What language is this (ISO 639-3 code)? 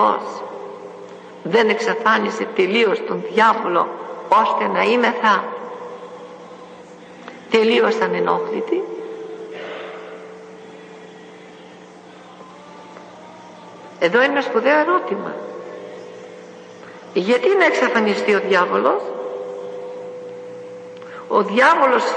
ell